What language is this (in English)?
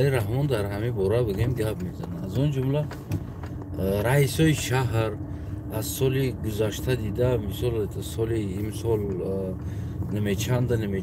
Tajik